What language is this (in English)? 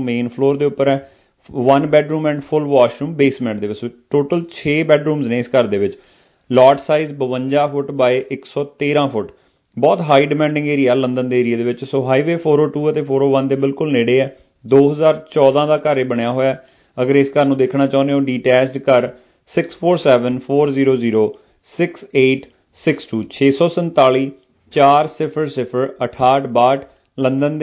Punjabi